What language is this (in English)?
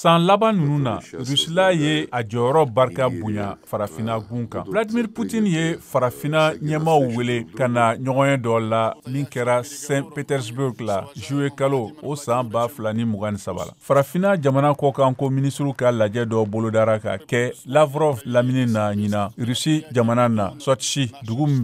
Bambara